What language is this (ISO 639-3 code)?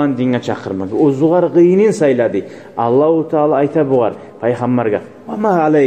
kum